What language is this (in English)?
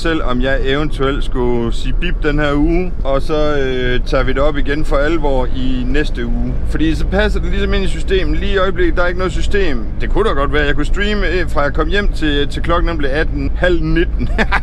Danish